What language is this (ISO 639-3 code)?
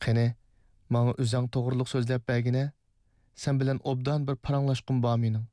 uig